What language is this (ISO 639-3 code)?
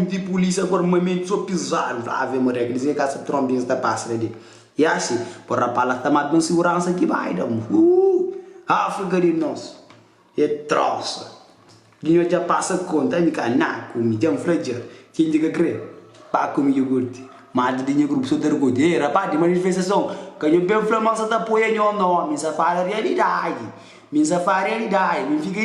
kea